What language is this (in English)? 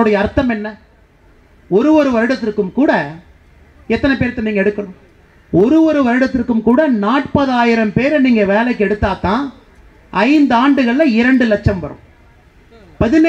Tamil